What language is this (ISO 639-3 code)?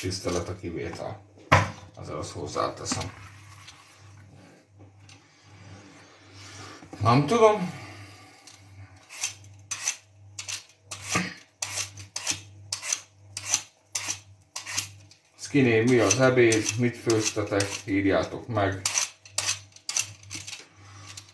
hun